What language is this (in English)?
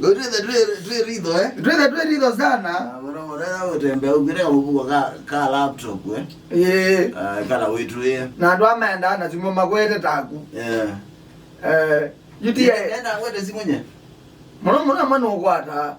Kamba